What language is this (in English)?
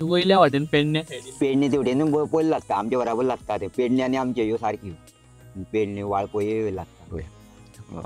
Konkani